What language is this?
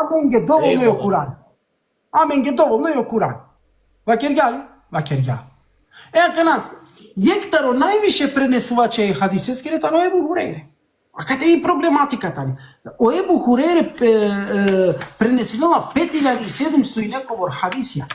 Balkan Romani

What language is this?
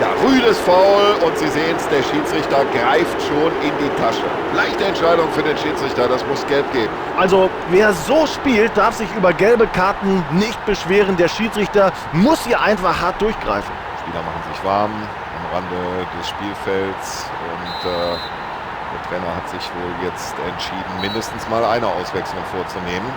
Bavarian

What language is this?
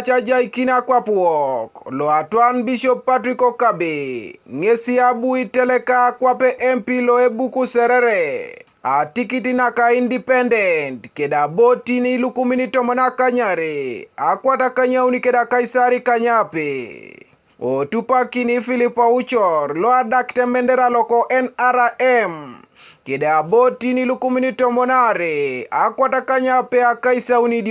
Teso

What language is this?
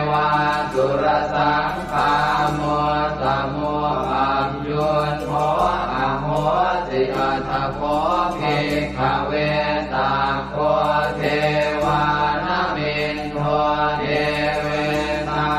Pali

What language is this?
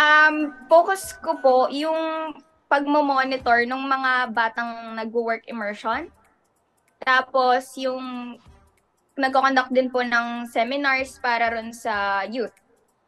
Filipino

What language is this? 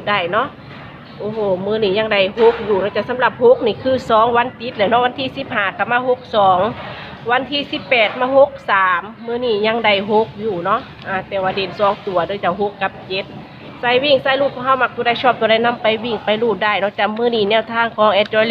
Northeastern Thai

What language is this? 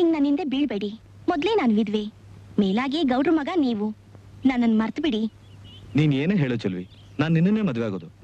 Kannada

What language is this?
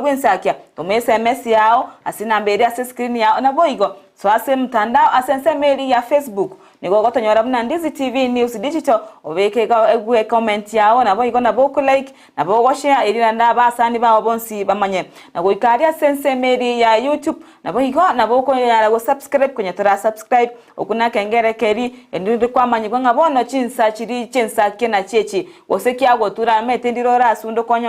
Gusii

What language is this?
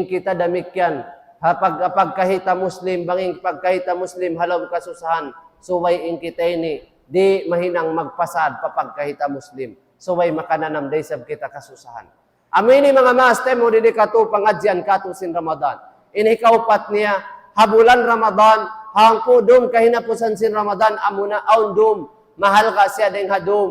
Tausug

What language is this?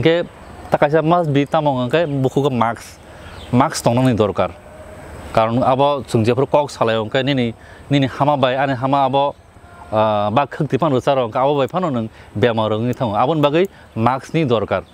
Kok Borok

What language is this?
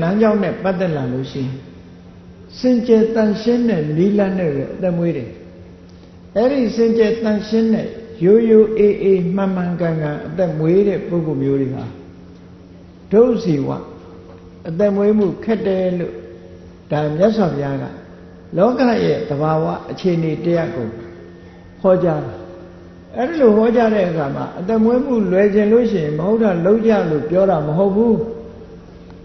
Burmese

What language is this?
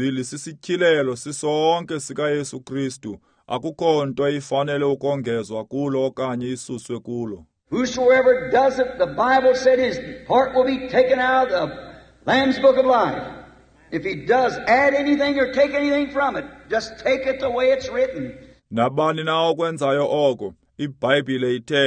Xhosa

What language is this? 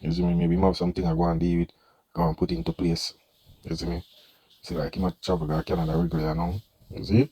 Jamaican Creole English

